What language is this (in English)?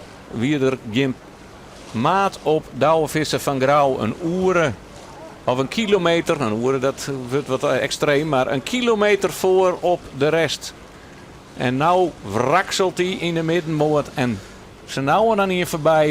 Western Frisian